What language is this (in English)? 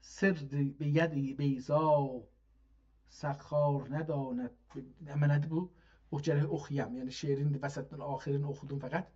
South Azerbaijani